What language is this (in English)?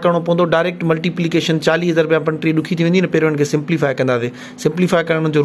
Sindhi